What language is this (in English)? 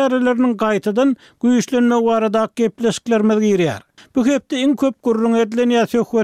Turkmen